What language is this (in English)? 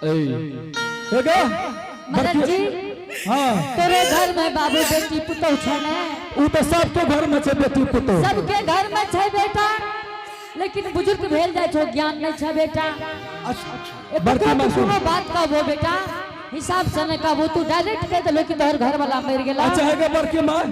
Angika